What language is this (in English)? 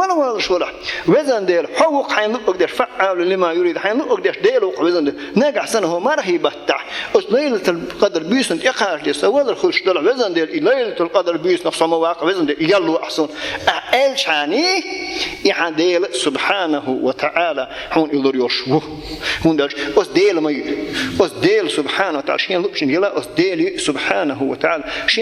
Chechen